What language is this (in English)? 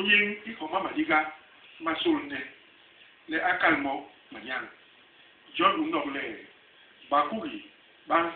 Basaa